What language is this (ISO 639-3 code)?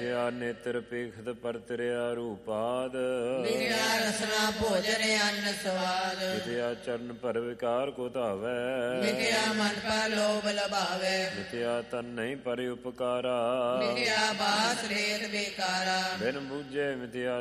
pan